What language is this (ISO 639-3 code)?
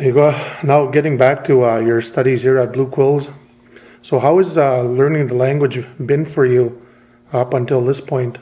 crk